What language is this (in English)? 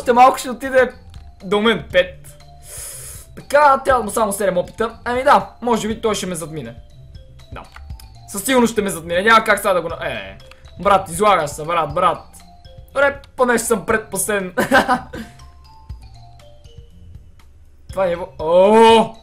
Bulgarian